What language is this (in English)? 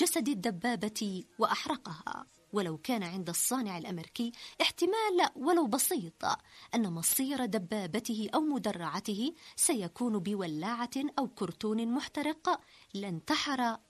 Arabic